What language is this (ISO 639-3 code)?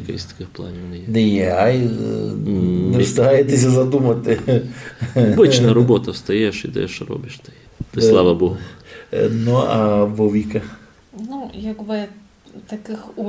ukr